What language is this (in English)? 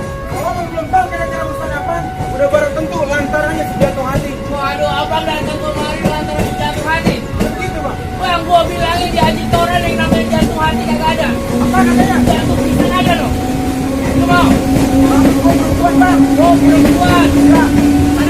Betawi